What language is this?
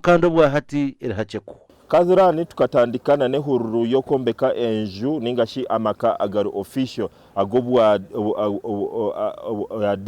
Nyankole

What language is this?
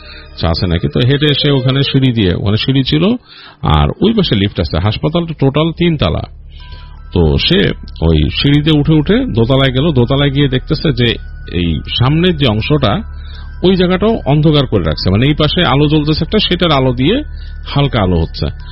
Bangla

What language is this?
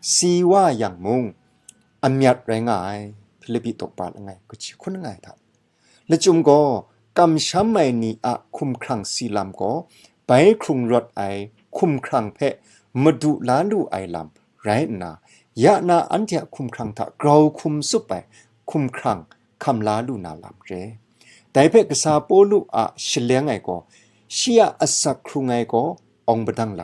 Kachin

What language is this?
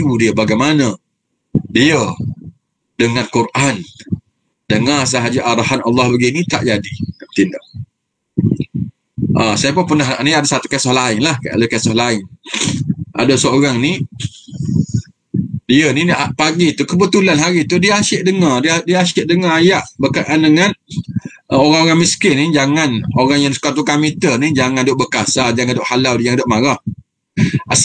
Malay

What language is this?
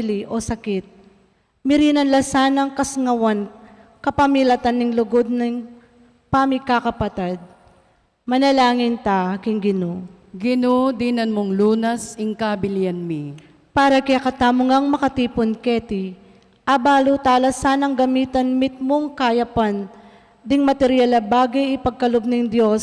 Pampanga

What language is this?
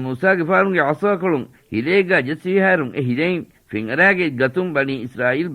Divehi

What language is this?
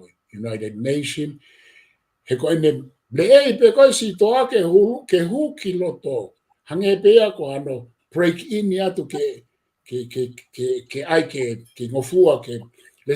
Tongan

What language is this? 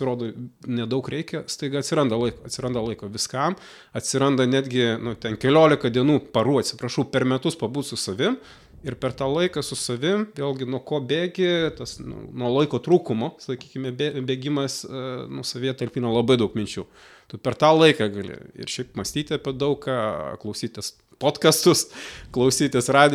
Lithuanian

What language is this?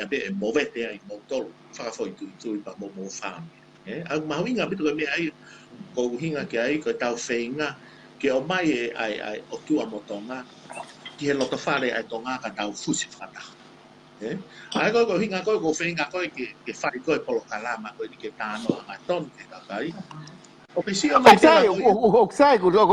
Tongan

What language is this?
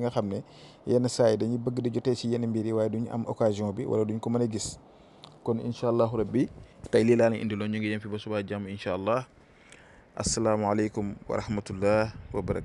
Wolof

